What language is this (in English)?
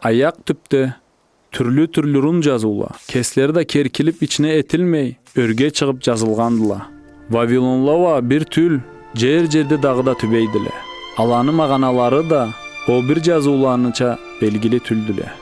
Karachay-Balkar